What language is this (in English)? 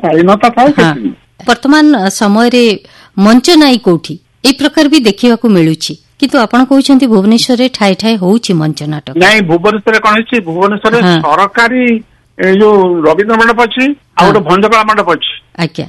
Odia